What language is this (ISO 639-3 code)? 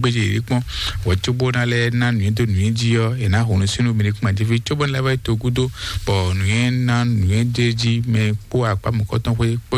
fon